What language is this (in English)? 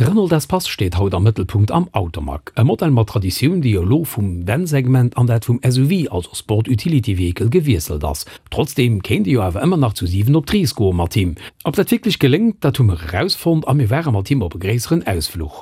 Luxembourgish